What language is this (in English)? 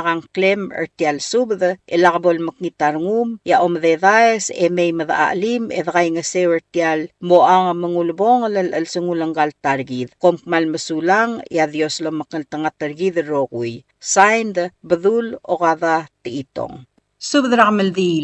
Palauan